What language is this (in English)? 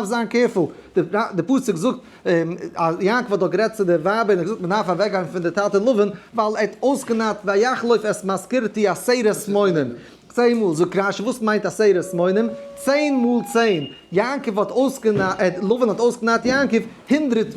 Yiddish